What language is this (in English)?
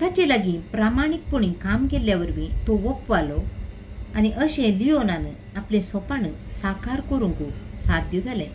Konkani